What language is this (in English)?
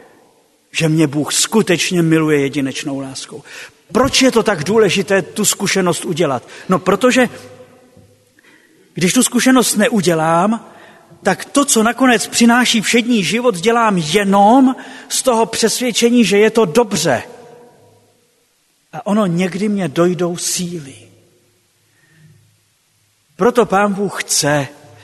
Czech